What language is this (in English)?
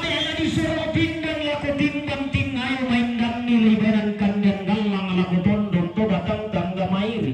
Toraja-Sa'dan